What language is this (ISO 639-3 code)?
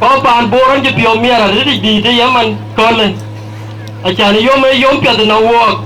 din